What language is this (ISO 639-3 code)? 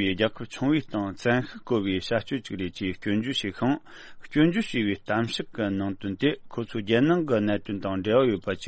bod